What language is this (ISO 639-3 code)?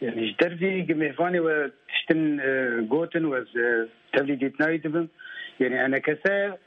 kur